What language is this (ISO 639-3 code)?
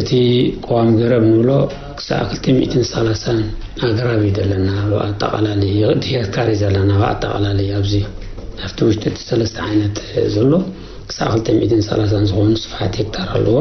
tir